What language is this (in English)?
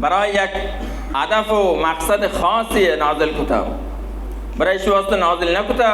Baluchi